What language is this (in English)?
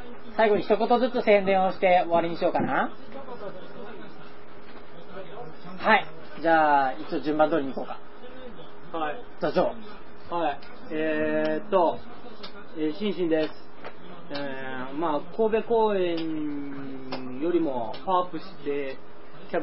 Japanese